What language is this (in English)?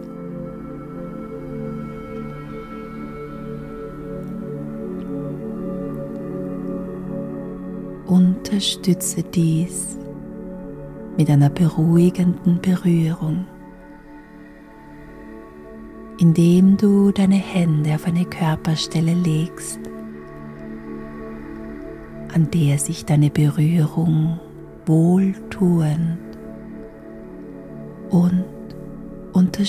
German